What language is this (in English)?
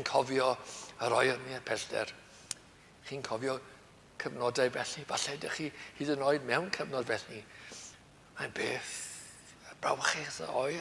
Welsh